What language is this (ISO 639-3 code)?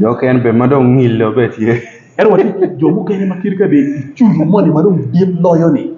ach